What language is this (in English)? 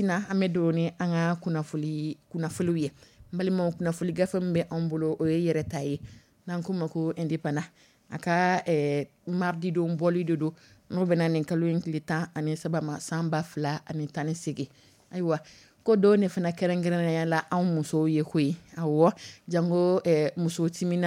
Dyula